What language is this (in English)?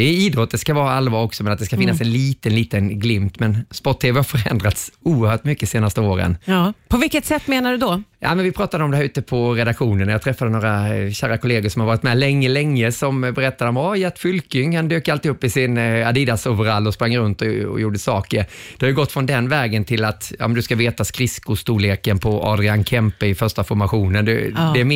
Swedish